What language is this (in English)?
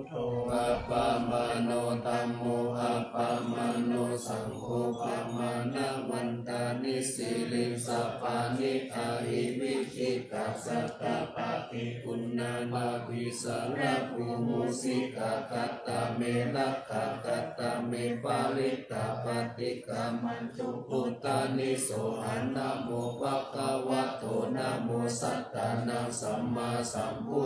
Pali